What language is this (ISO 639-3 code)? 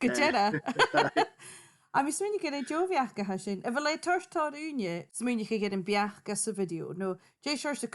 gla